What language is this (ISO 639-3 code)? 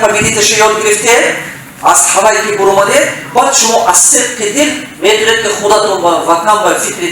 tgk